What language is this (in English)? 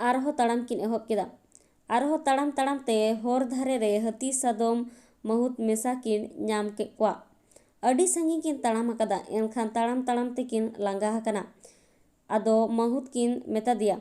Santali